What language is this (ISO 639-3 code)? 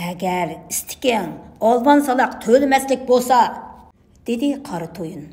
uig